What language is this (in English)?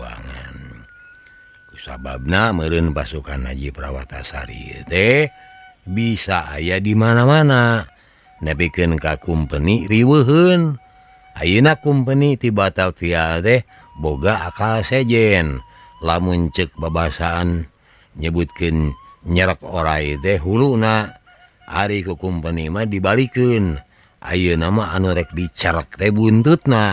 Sundanese